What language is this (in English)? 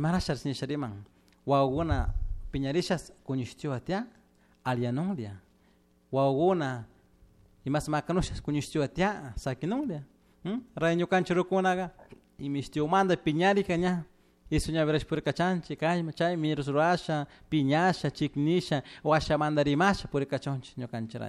Chimborazo Highland Quichua